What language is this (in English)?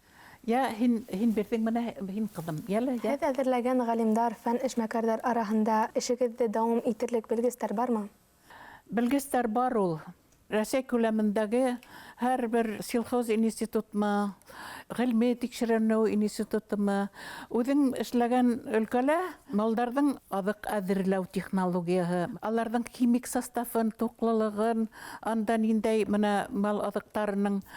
Bashkir